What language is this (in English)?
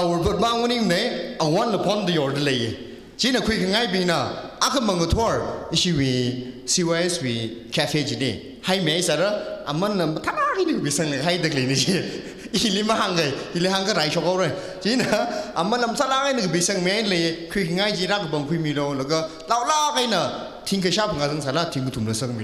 Tangkhul Naga (India)